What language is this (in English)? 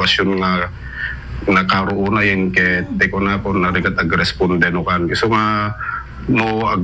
Iloko